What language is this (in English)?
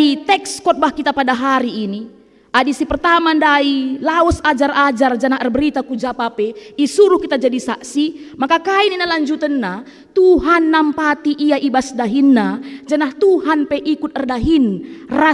Batak Karo